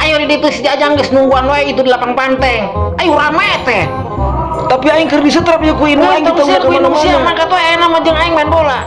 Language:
Sundanese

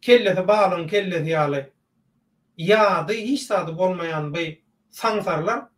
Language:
Turkmen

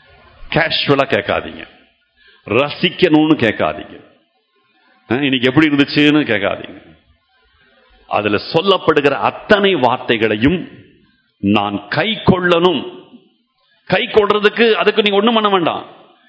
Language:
Tamil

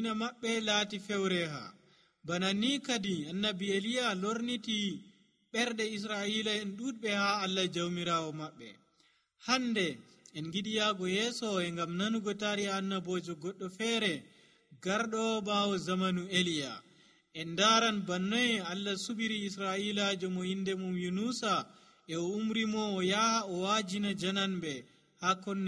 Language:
Nigerian Fulfulde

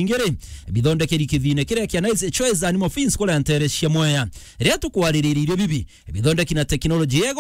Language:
Meru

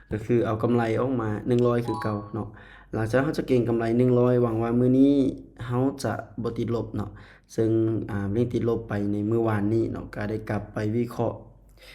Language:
Lao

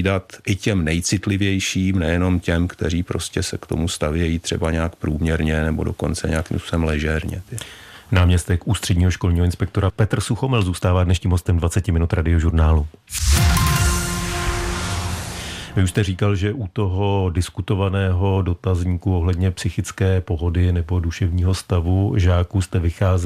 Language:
Czech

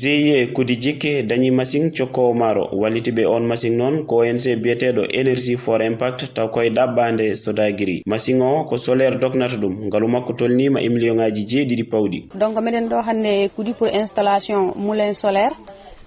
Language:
Fula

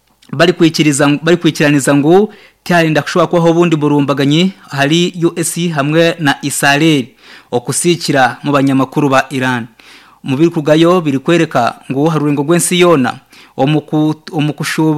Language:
Nyankole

